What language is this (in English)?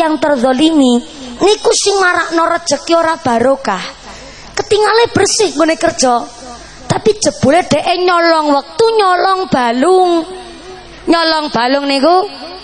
Javanese